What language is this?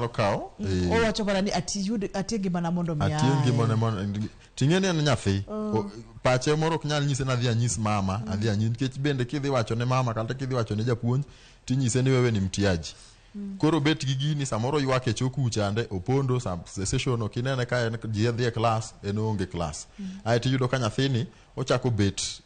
Luo (Kenya and Tanzania)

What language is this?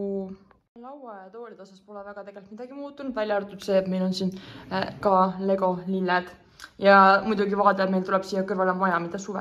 Estonian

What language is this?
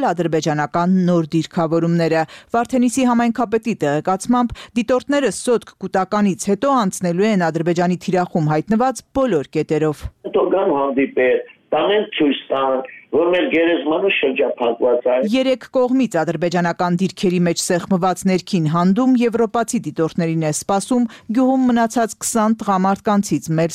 Armenian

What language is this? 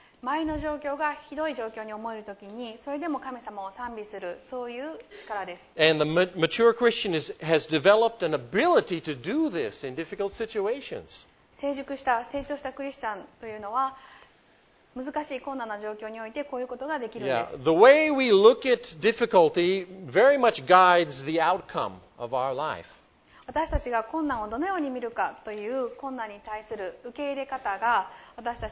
Japanese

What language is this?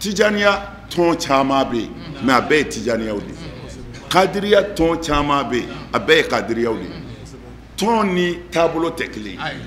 Bambara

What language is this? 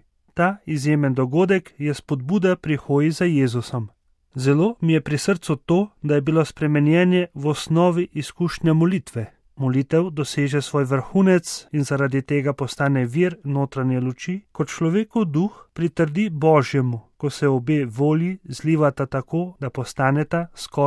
Slovenian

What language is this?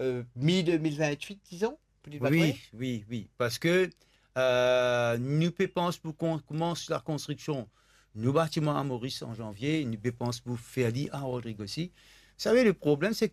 Morisyen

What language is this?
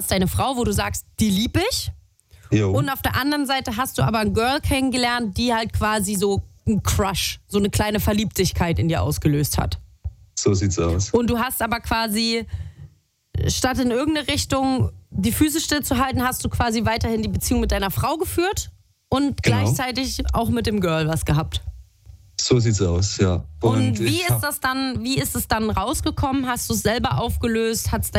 German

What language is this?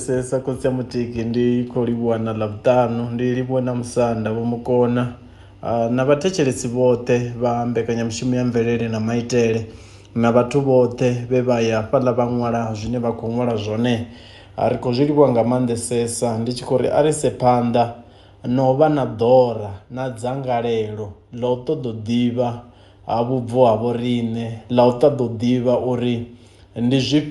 Venda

